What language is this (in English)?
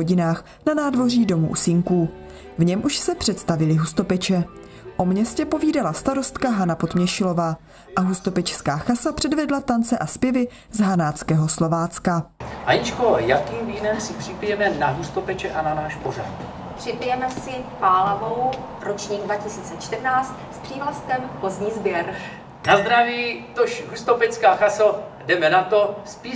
Czech